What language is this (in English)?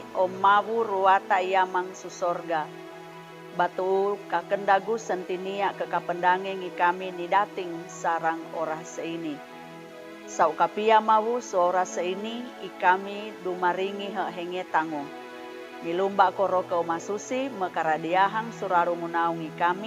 Sangir